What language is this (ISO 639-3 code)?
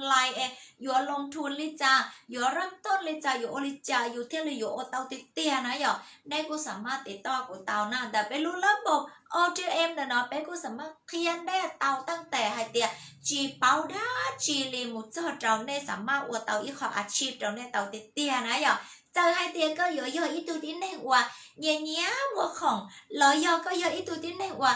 hmn